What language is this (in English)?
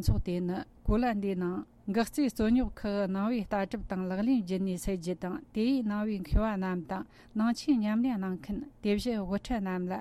Tibetan